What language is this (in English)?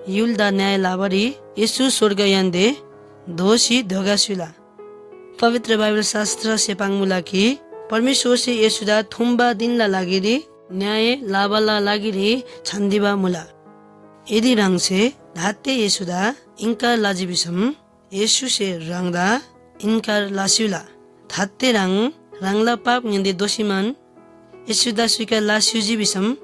Eastern Tamang